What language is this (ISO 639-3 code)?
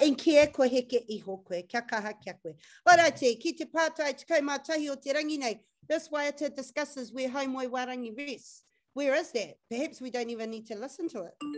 mri